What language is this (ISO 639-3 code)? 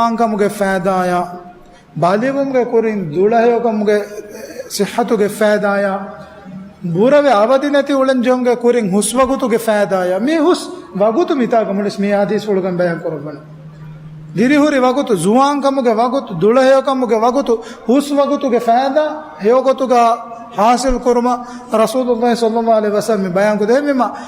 div